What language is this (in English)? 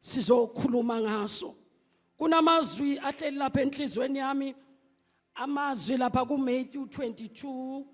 Zulu